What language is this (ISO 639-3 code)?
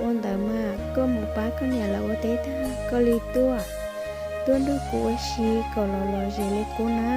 hmn